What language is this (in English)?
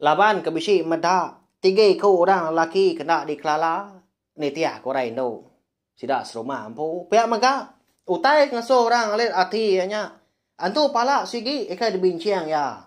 Iban